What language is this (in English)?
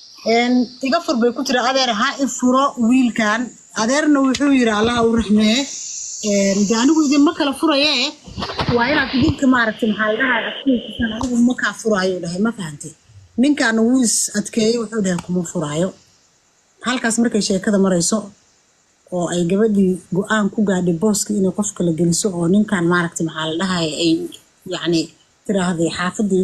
Somali